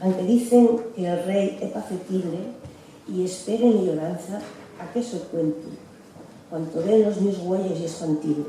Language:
Asturian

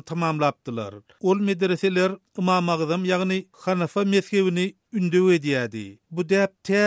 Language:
Turkmen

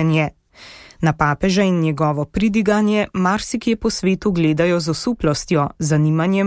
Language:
Slovenian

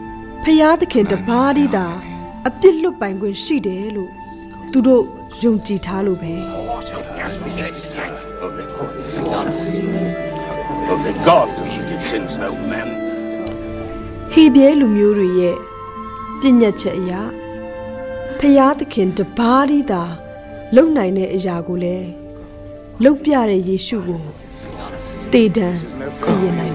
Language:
Burmese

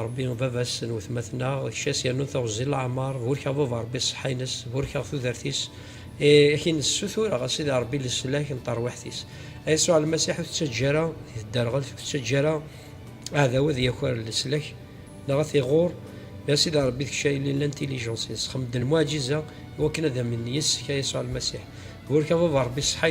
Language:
Kabyle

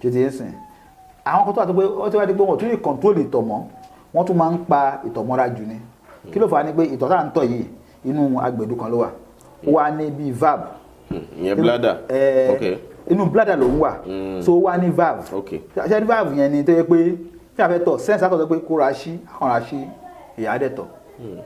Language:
Yoruba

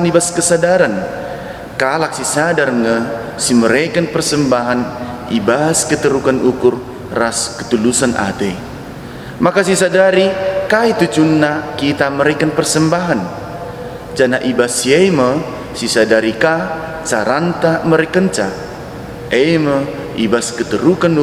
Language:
Batak Karo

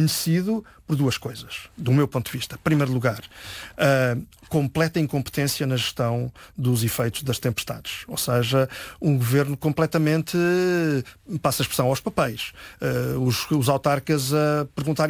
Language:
Portuguese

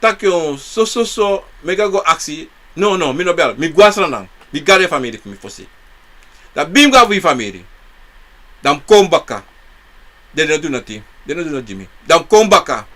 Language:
Sranan Tongo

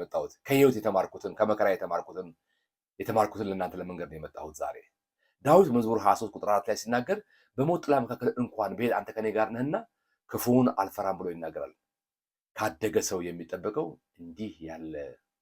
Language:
Amharic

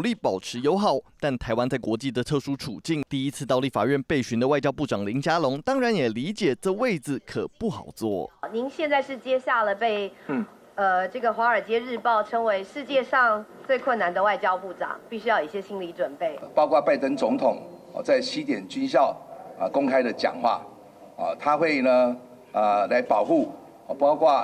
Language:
Chinese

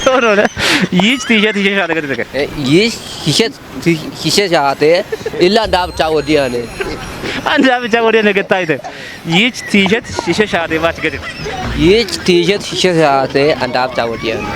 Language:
Kafa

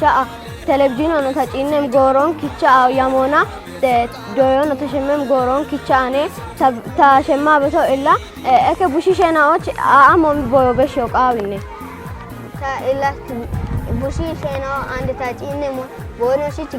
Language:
Kafa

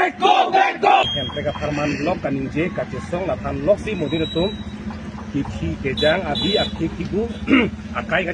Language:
Karbi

